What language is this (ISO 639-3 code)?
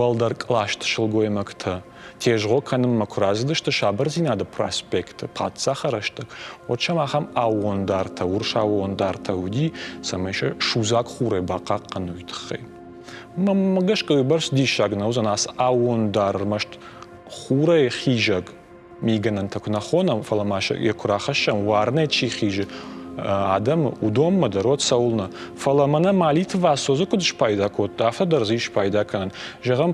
oss